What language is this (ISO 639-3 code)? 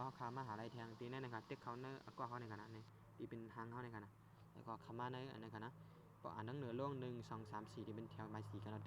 shn